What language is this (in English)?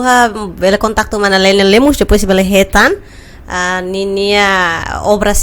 Tetum